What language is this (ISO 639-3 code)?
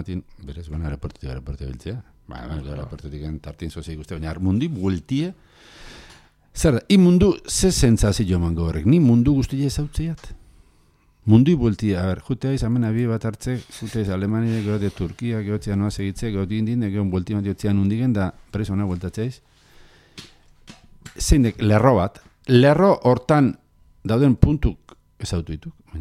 eus